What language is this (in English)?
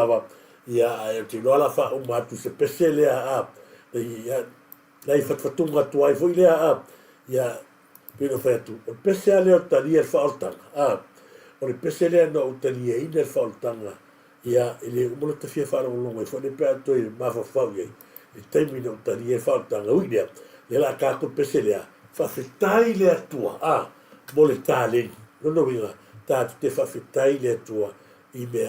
Samoan